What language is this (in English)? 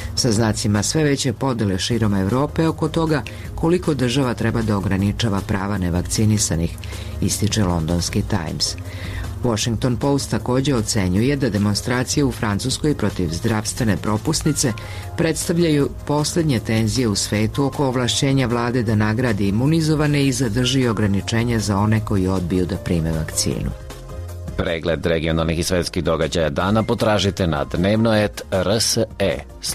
Serbian